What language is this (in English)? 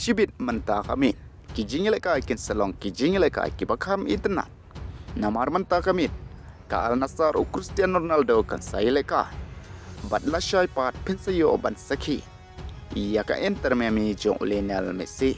Khasi